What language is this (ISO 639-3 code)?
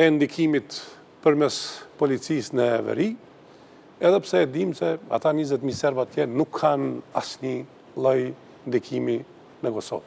sqi